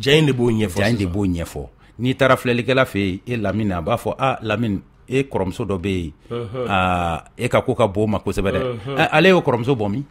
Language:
Bambara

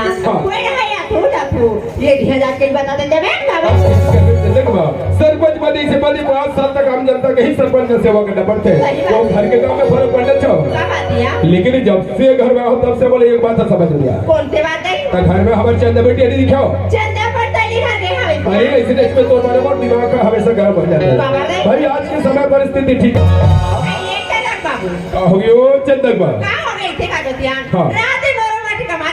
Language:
Chhattisgarhi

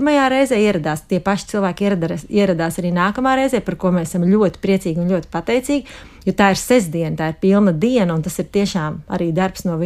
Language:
Latvian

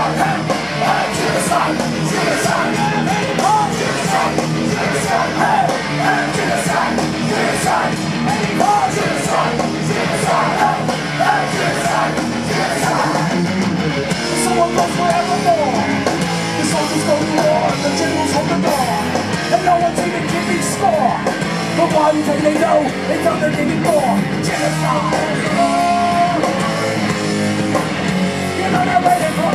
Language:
English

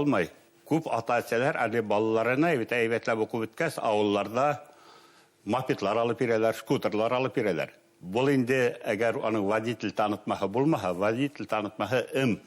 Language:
Bashkir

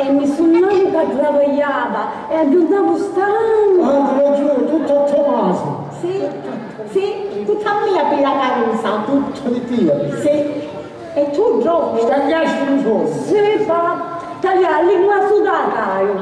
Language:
Sicilian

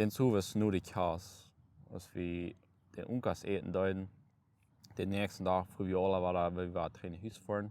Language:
Plautdietsch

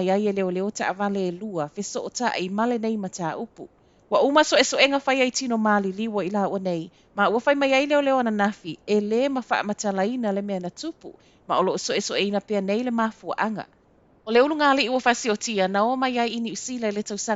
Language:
Samoan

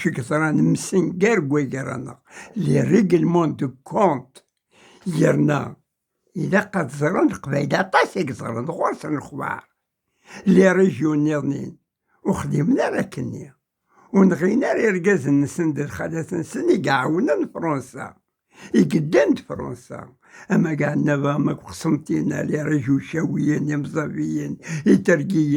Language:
Kabyle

